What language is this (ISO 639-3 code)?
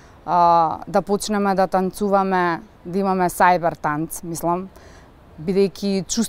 mkd